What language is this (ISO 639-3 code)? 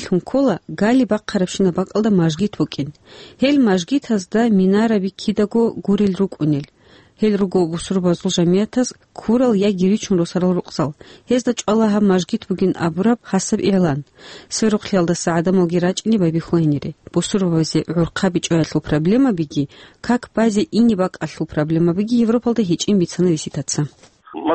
ava